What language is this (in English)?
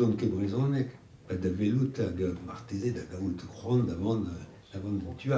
Breton